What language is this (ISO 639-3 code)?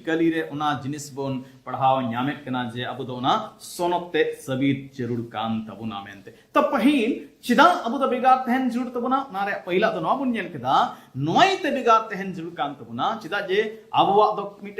sat